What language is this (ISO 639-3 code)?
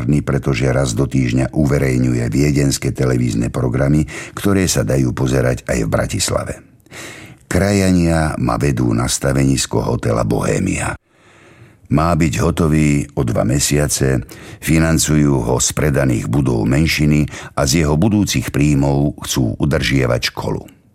slk